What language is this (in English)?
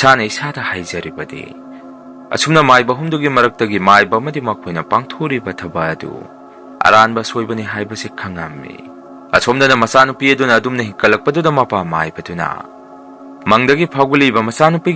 Manipuri